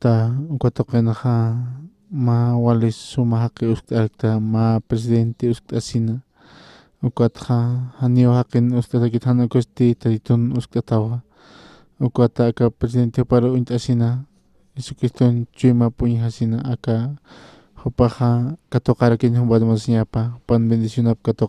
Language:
Aymara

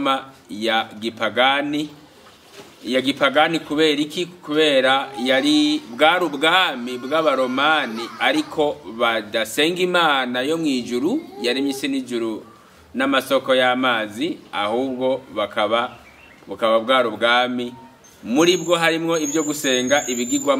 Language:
Rundi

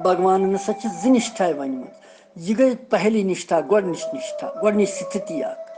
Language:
Kashmiri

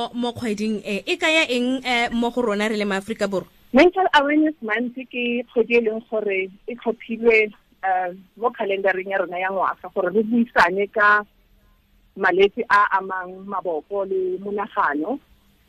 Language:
Tswana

